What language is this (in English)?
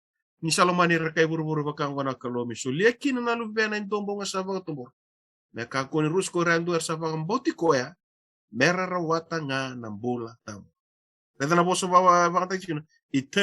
Fijian